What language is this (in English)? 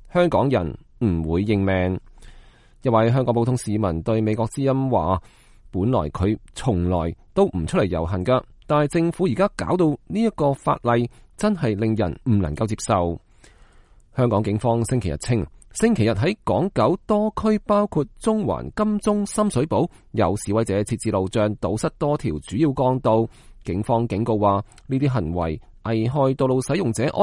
Cantonese